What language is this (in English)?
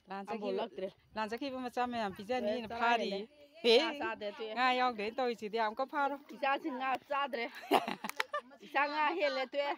Manipuri